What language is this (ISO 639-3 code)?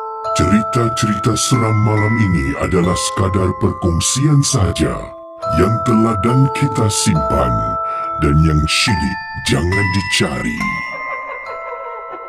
msa